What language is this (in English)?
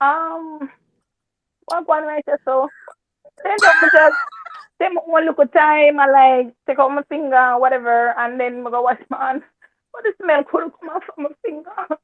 Jamaican Creole English